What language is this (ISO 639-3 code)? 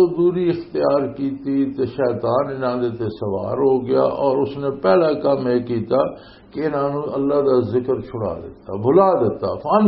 lah